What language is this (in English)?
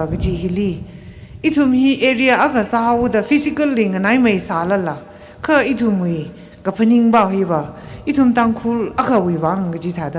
Tangkhul Naga (India)